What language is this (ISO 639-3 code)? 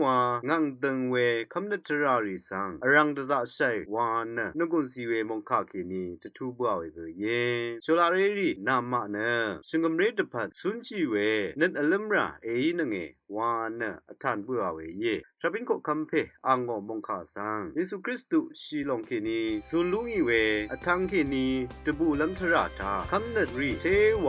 raw